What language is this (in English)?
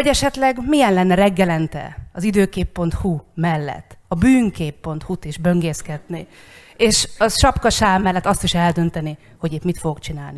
Hungarian